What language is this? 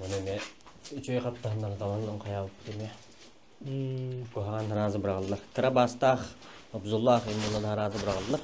Yakut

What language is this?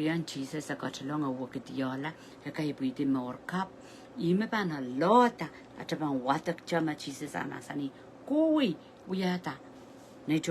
Pohnpeian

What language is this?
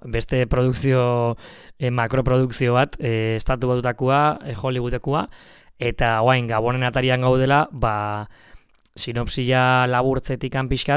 Basque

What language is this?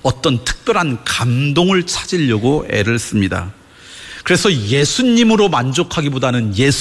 Korean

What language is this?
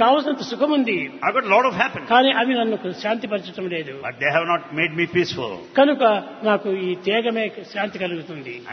Telugu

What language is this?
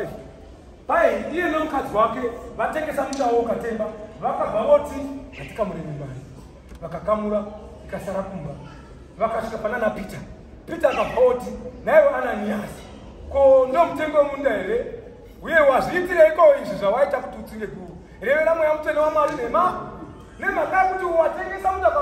Shona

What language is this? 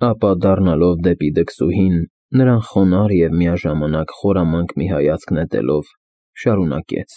Armenian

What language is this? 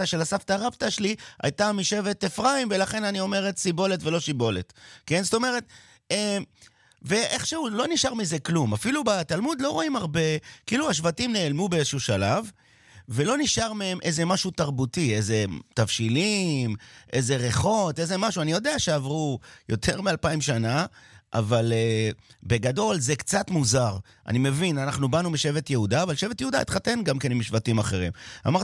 Hebrew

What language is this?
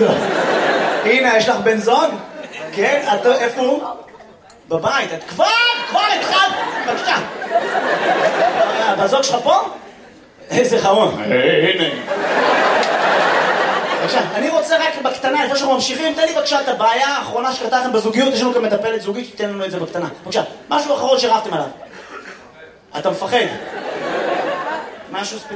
Hebrew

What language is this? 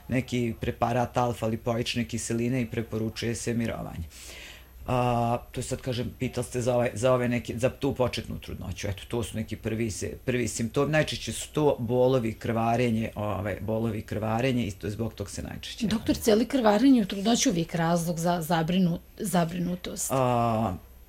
Croatian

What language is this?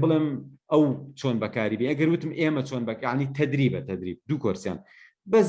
Central Kurdish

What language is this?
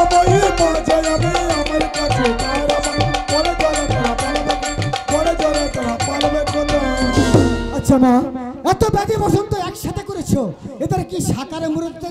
Bangla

